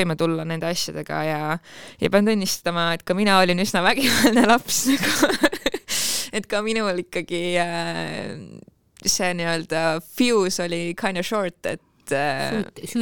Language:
Estonian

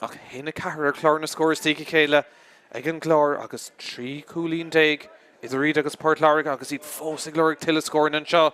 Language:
Irish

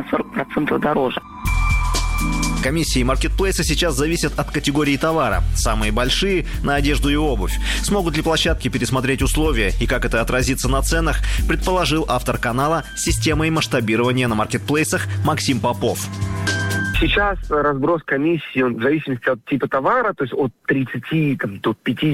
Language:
Russian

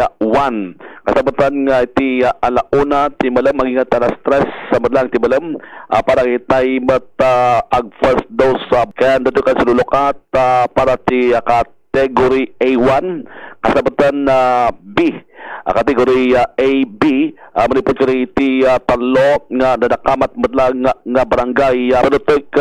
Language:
Iloko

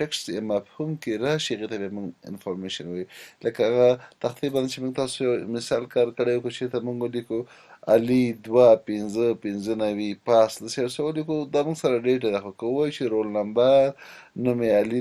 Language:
Pashto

